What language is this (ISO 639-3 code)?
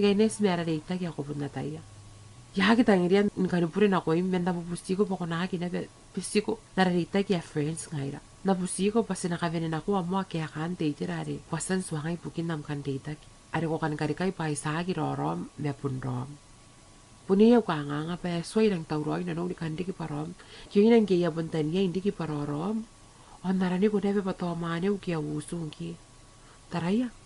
gil